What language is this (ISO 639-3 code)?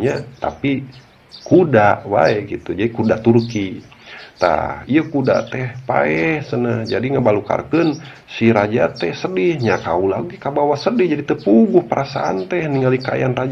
sun